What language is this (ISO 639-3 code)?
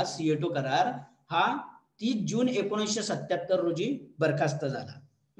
mar